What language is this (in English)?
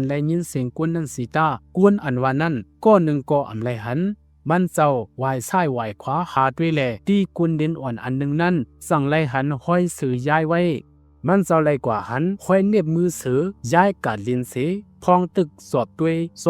Shan